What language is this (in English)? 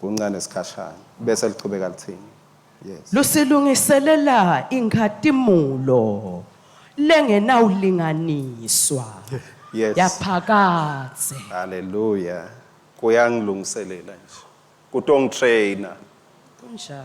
Swati